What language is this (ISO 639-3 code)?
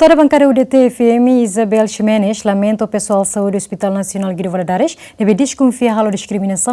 tet